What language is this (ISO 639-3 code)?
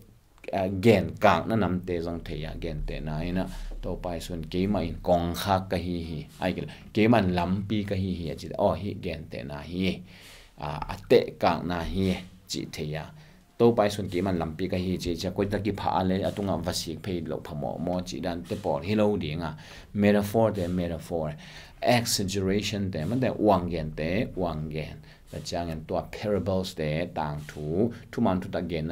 ctd